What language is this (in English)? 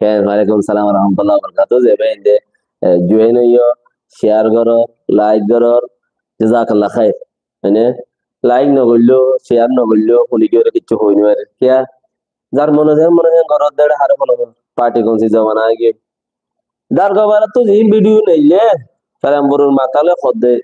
Rohingya